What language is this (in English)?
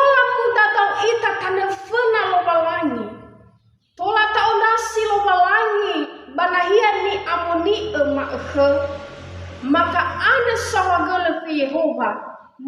Nias